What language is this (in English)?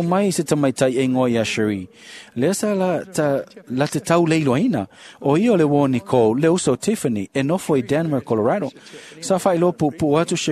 Samoan